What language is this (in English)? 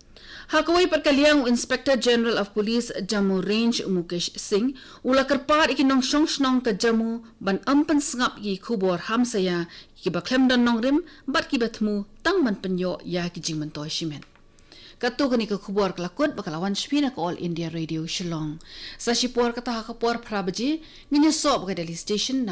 Khasi